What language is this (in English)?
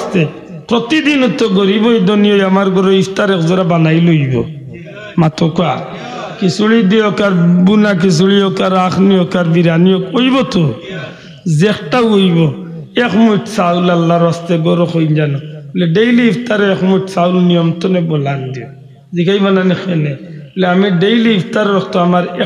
Sylheti